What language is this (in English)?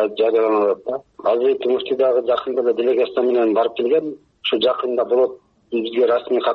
Kyrgyz